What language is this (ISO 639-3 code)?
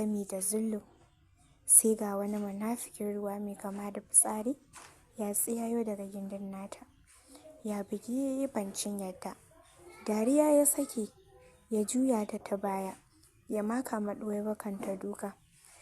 hau